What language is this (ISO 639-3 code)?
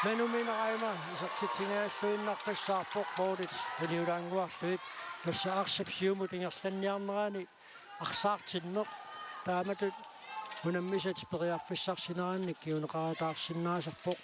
kal